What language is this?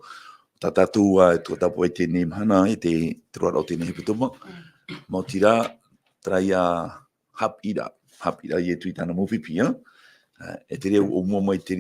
Tahitian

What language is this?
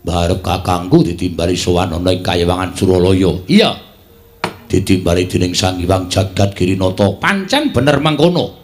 Javanese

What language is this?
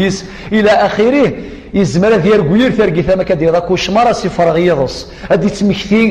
Kabyle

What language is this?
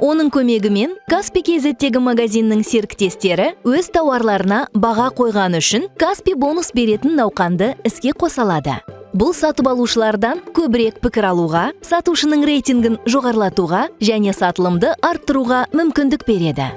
Kazakh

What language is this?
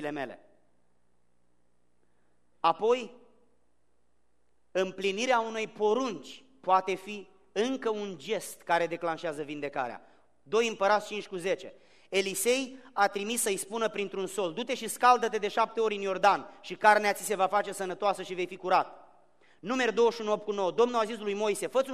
Romanian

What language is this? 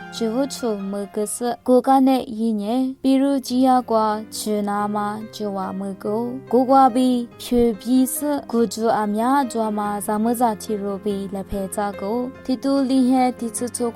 Lisu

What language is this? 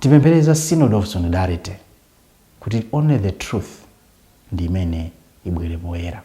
Nyanja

